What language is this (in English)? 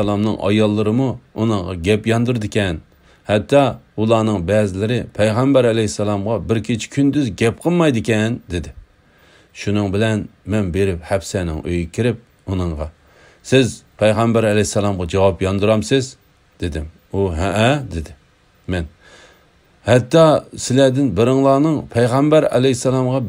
Uyghur